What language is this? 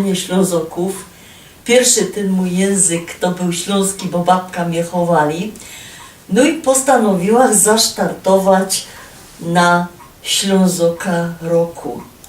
Silesian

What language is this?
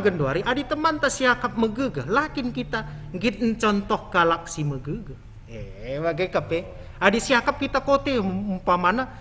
Batak Karo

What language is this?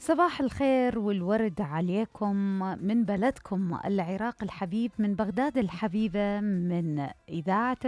Mesopotamian Arabic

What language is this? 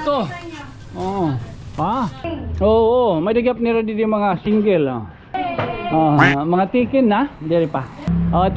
Waray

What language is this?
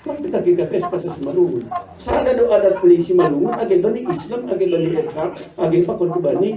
Batak Simalungun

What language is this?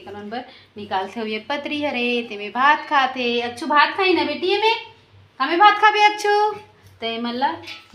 Chhattisgarhi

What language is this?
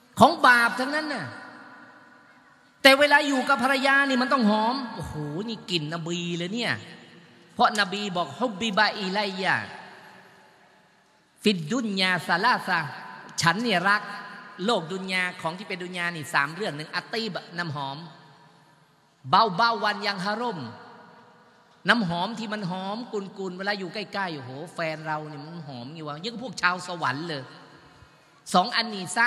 Thai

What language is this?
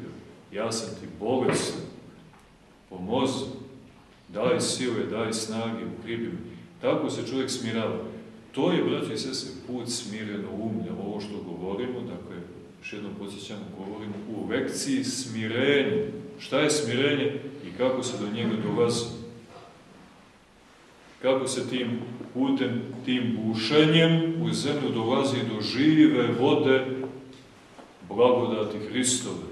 Serbian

